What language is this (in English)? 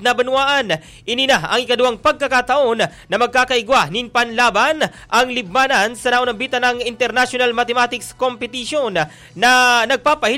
Bikol